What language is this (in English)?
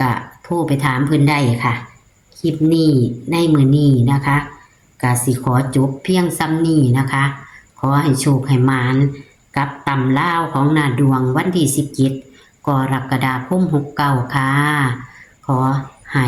Northeastern Thai